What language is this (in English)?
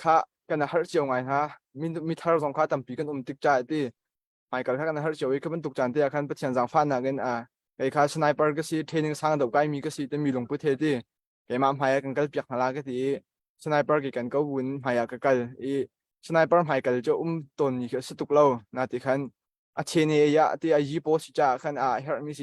Hakha Chin